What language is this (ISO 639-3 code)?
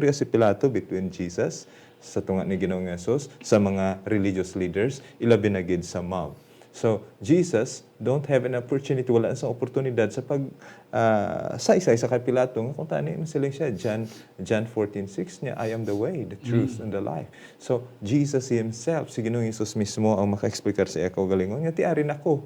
hil